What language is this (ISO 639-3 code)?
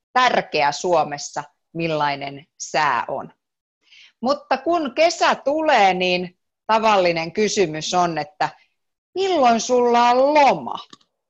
fin